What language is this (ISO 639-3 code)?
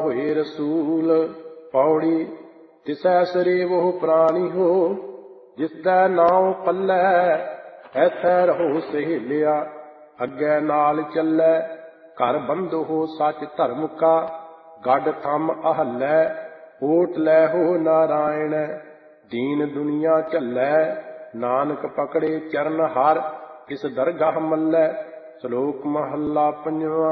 pan